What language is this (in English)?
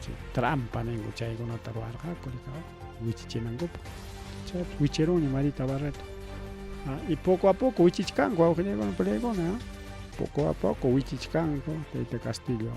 Ayacucho Quechua